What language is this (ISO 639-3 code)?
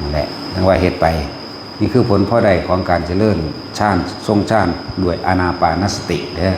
tts